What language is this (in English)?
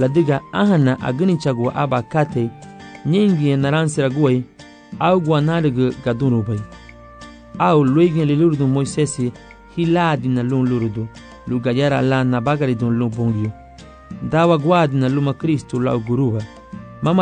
Garifuna